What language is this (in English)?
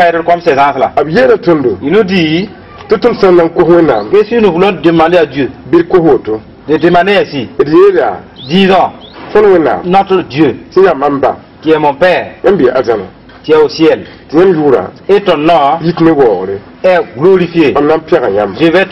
Mossi